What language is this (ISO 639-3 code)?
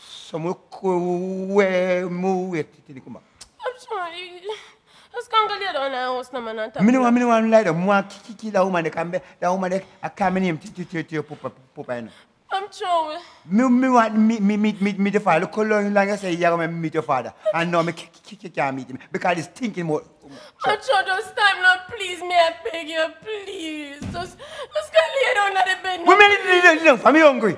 jam